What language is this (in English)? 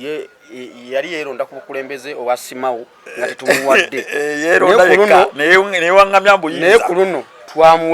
Ganda